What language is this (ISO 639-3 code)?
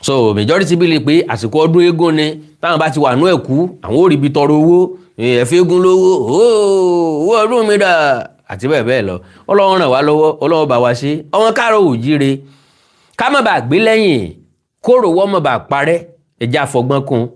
yor